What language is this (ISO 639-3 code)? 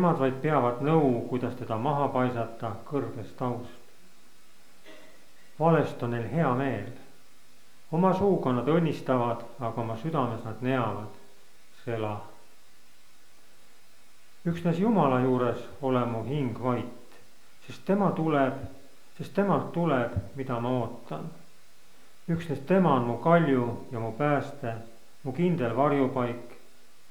est